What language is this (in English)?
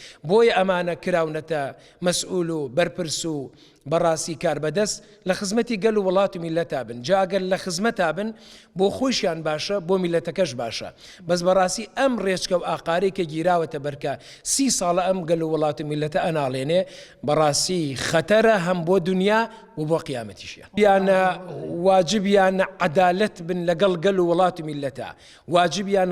Central Kurdish